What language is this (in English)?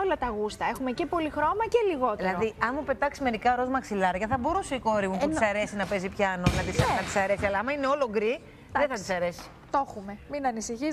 Greek